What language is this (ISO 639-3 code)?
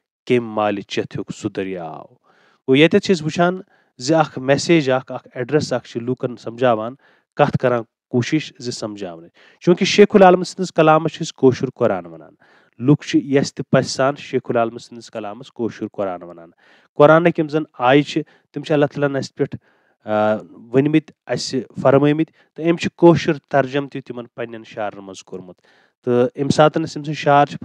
kas